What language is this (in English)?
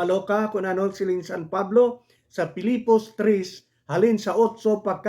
Hiligaynon